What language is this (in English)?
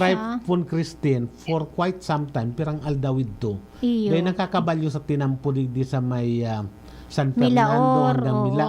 Bikol